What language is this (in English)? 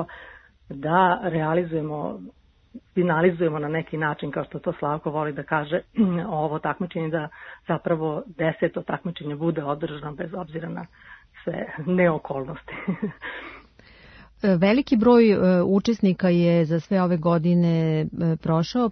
Serbian